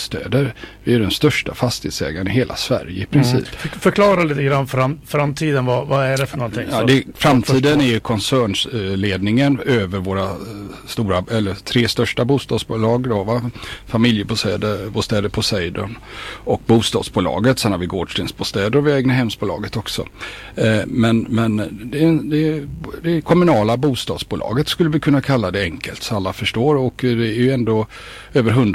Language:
Swedish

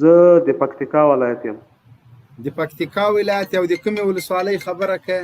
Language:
Pashto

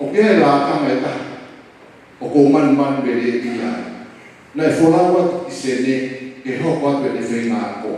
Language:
Tongan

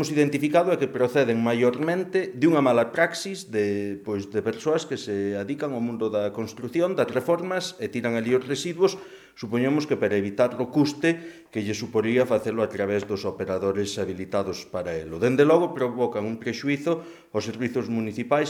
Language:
Galician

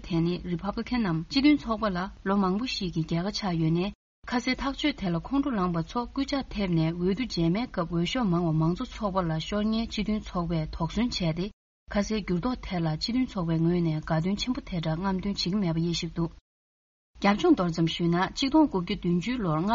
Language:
Tibetan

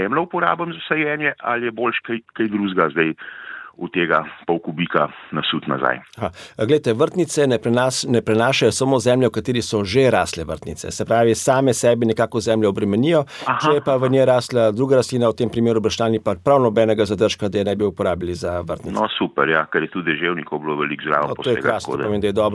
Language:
Slovenian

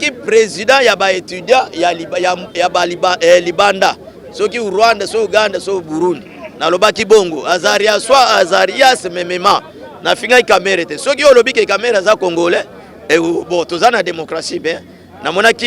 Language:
Lingala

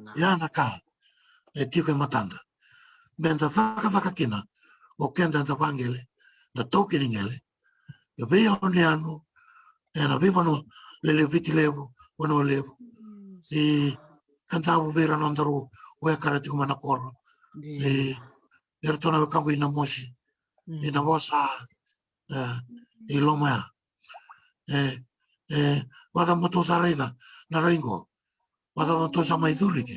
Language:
Fijian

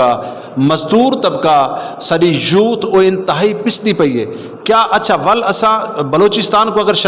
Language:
Saraiki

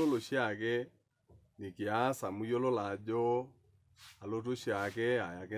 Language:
Masai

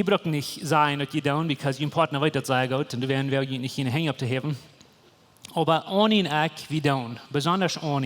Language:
Plautdietsch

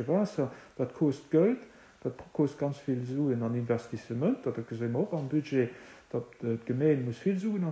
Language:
Luxembourgish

